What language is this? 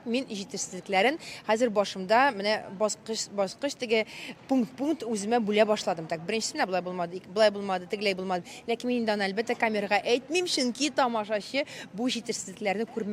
Tatar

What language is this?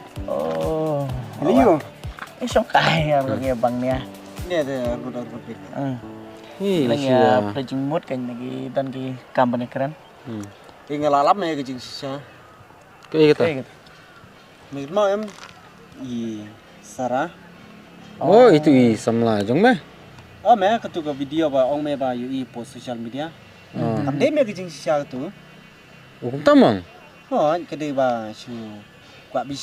Khasi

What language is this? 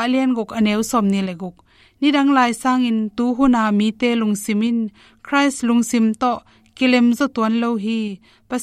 Tedim Chin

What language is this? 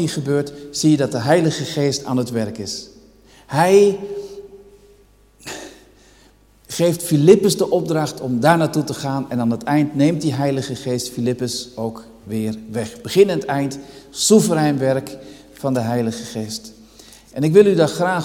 Dutch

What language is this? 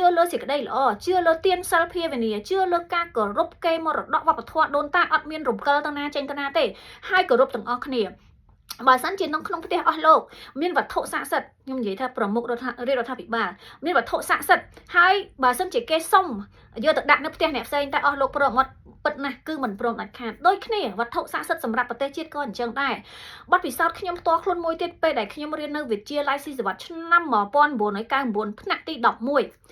Khmer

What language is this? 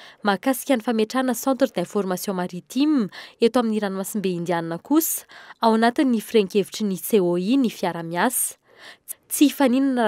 Malagasy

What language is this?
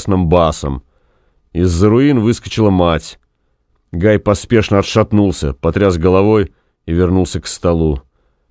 Russian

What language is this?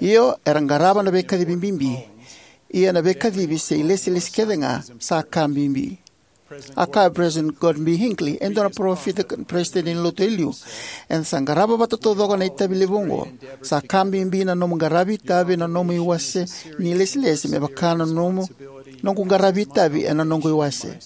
Fijian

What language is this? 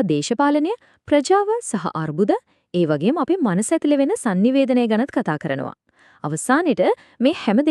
Sinhala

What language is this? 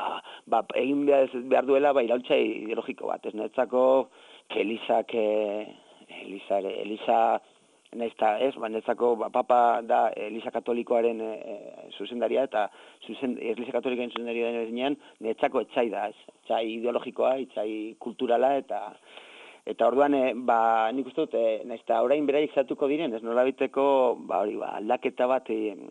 Basque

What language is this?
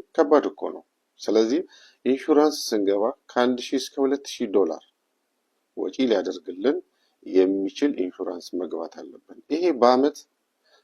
Amharic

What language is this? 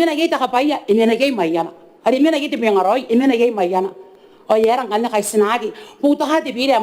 Gilbertese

